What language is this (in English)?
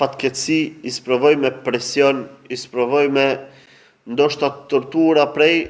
Albanian